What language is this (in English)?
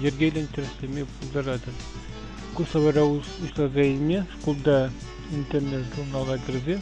Chuvash